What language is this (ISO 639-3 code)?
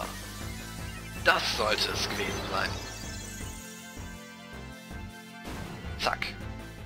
deu